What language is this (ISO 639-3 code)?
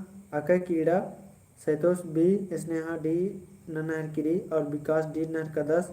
kru